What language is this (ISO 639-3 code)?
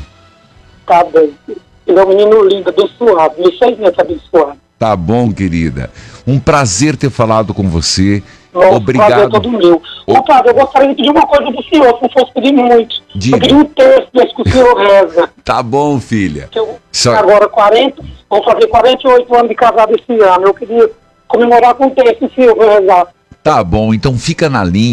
por